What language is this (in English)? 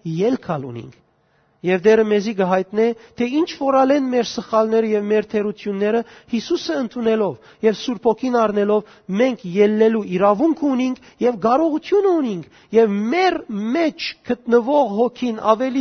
Western Armenian